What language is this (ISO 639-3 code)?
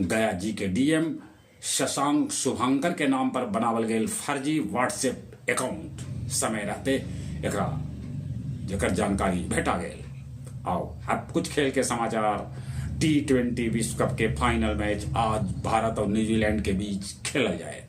mag